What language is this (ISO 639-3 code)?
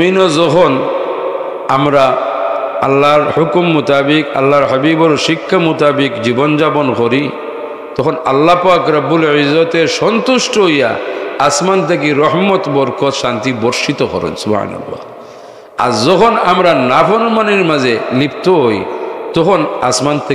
syl